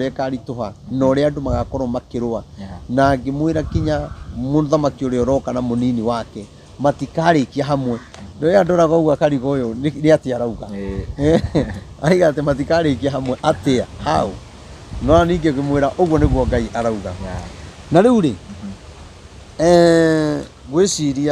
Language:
Kikuyu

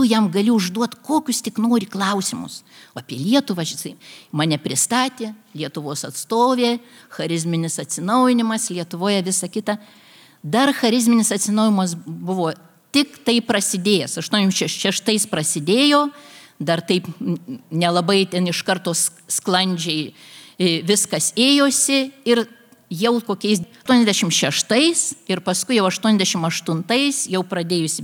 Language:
Lithuanian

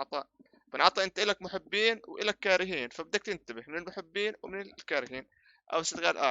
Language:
North Levantine Arabic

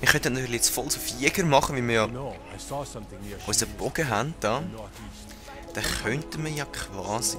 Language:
Swiss German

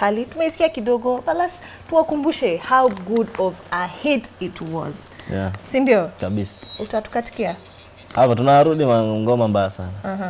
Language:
Swahili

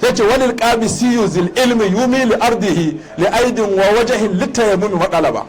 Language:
Hausa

